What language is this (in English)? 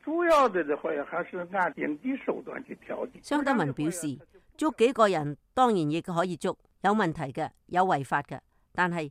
Cantonese